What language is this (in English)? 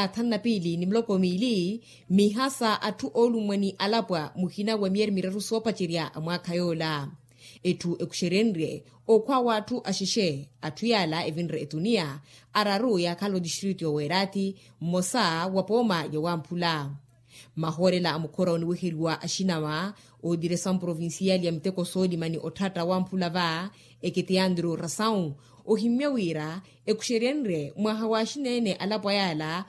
Makhuwa